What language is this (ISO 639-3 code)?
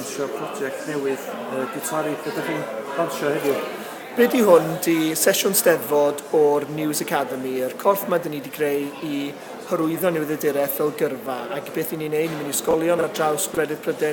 cym